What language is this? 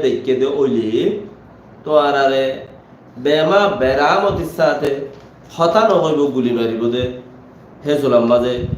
Rohingya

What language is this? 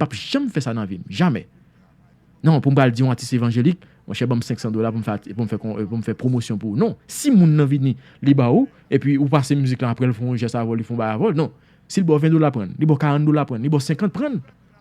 Haitian Creole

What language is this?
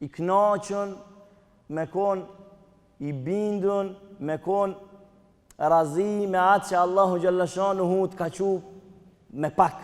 Albanian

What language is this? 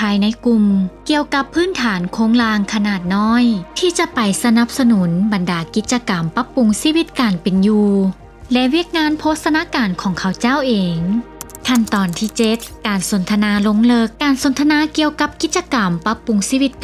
Lao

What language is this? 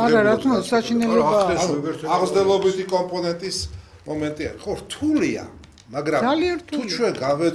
Georgian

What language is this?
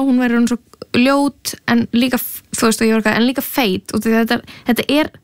Icelandic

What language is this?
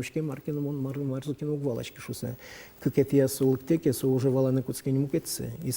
Udmurt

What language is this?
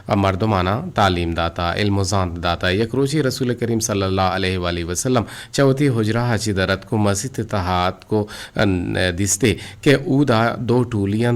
Eastern Balochi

